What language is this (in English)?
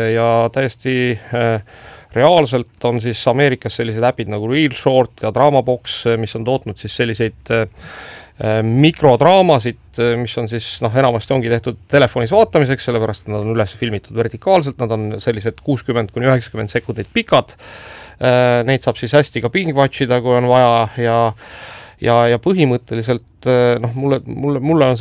Estonian